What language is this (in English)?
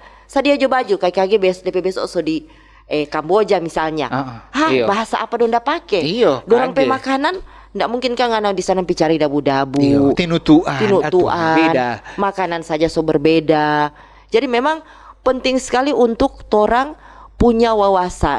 Manado Malay